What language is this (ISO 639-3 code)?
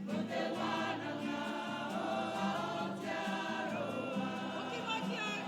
mri